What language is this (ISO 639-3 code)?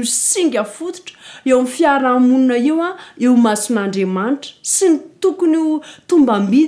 mlg